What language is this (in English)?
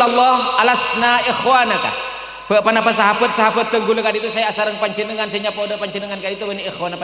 Madurese